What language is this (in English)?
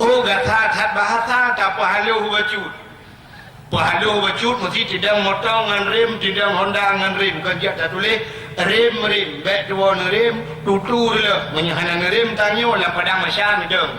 Achinese